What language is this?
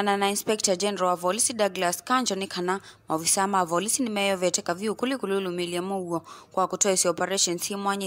Kamba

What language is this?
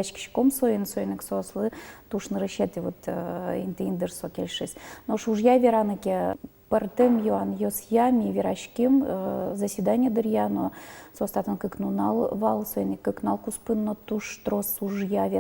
Udmurt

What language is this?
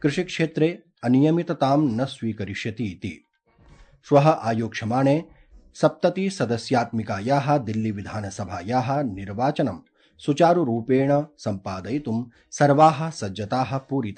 Sanskrit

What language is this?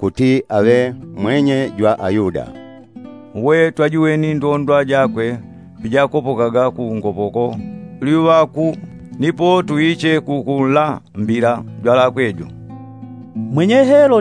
Yao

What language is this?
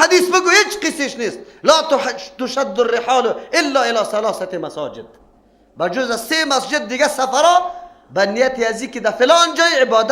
Persian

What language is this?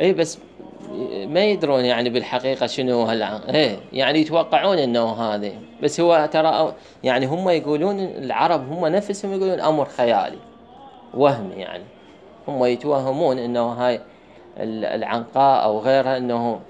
Mesopotamian Arabic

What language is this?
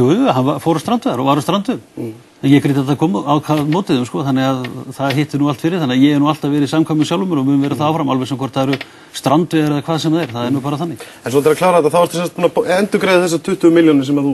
Icelandic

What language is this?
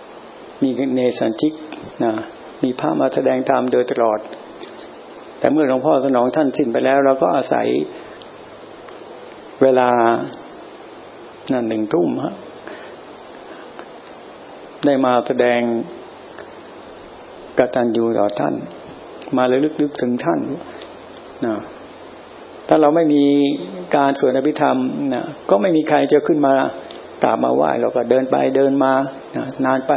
Thai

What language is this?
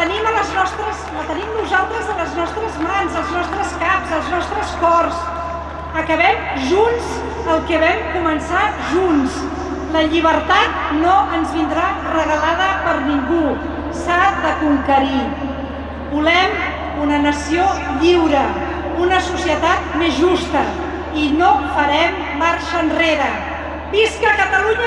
Occitan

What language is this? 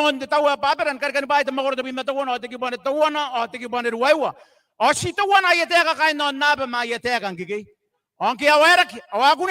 Gilbertese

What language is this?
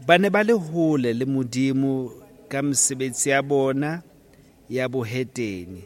Southern Sotho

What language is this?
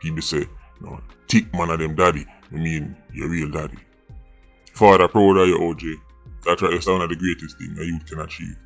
Jamaican Creole English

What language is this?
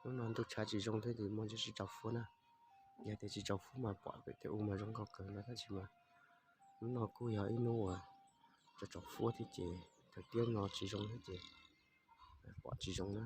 Hmong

